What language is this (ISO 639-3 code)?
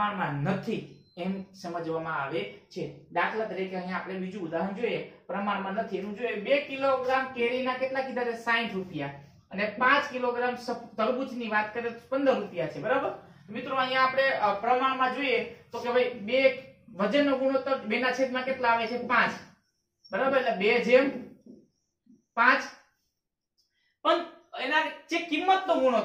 guj